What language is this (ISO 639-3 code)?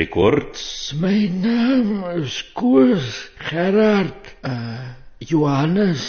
afr